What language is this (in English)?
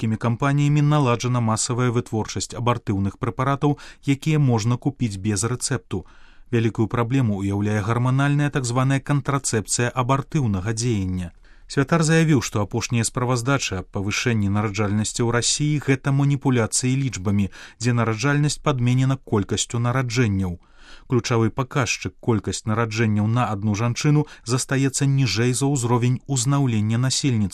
Belarusian